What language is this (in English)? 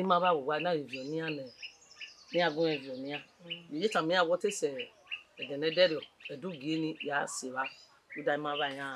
Bini